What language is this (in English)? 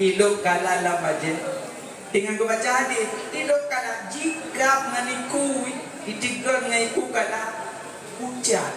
Achinese